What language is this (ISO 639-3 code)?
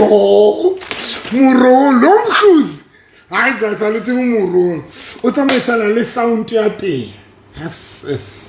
sot